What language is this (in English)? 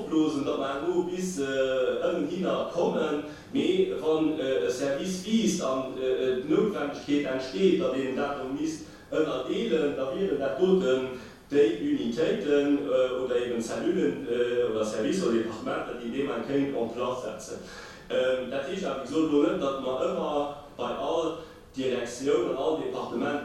Luxembourgish